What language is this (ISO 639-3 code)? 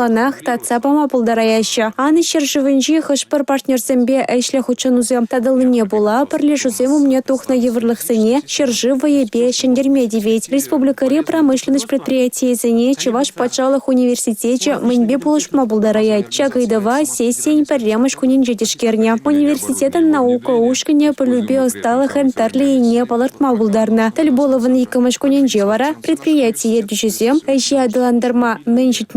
chv